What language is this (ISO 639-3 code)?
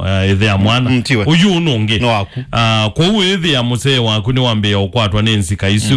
kam